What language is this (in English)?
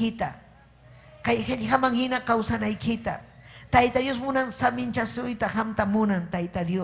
Ayacucho Quechua